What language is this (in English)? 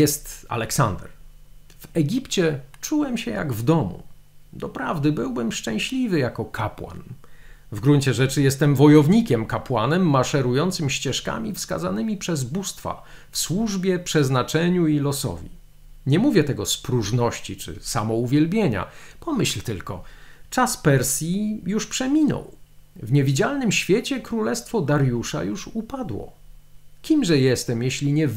Polish